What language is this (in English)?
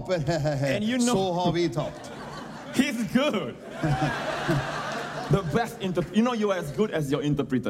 Norwegian